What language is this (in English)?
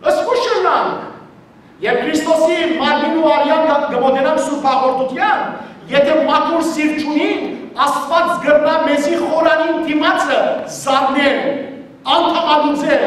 Western Armenian